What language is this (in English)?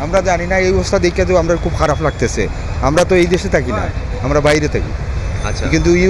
Sylheti